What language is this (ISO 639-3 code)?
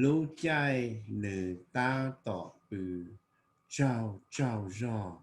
hmn